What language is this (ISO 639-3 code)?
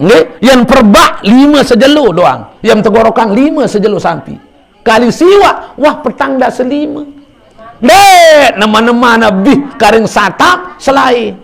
sas